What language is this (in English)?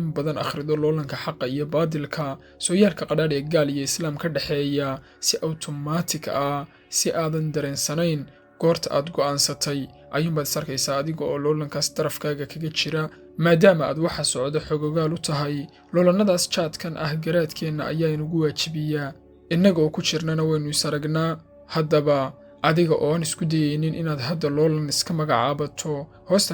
Somali